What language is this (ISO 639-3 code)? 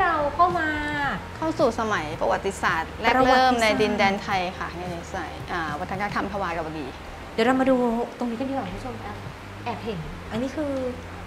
tha